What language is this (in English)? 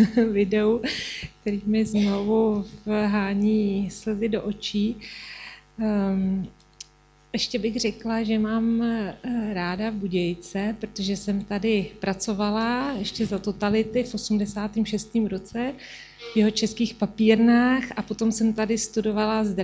Czech